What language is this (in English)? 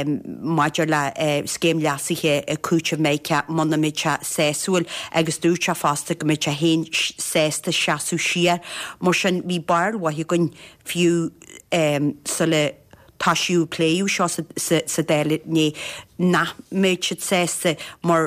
Irish